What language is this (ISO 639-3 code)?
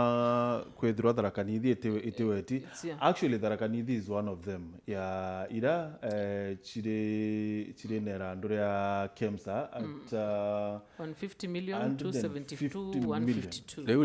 mer